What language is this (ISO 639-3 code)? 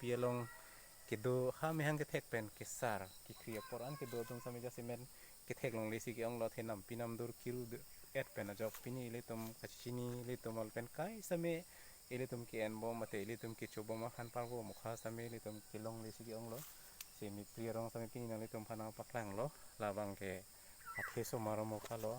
mjw